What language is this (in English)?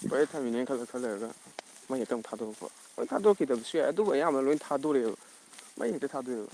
Manipuri